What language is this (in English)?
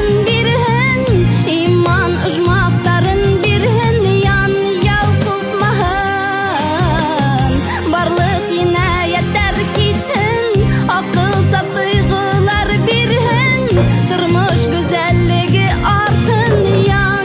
Bashkir